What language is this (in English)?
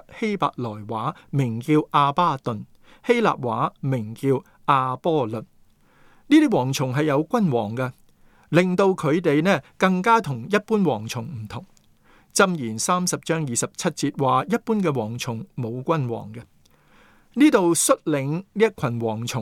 Cantonese